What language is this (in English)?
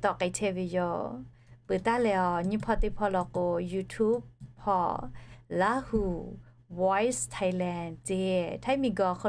Lahu